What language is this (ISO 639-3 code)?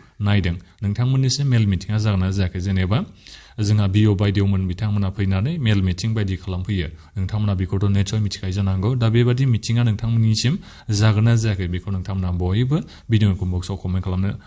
brx